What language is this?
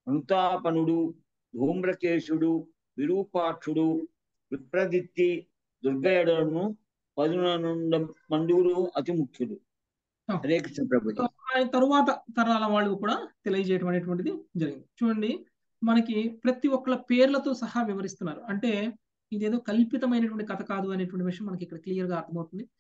Telugu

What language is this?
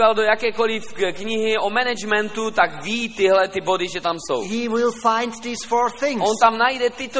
Czech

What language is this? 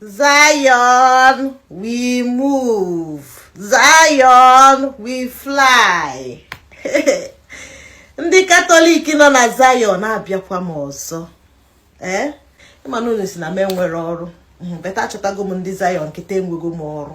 Igbo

